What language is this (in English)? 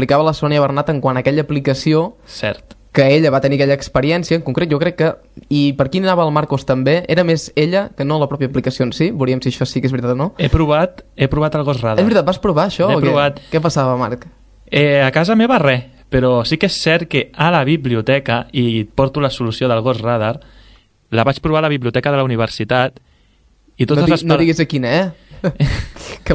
Catalan